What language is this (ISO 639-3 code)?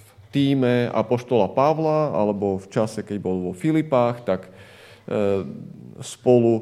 slk